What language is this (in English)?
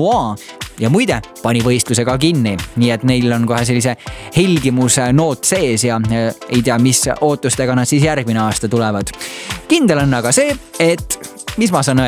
Estonian